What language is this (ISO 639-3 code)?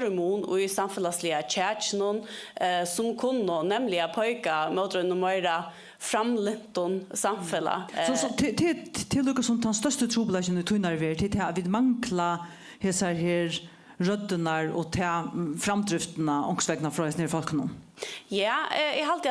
fao